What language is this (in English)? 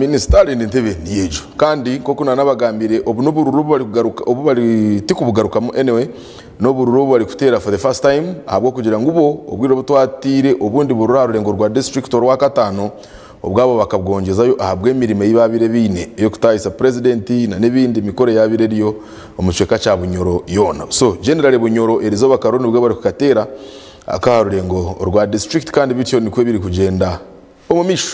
Nyankole